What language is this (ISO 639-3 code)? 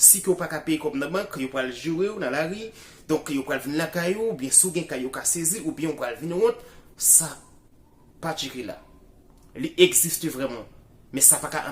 hat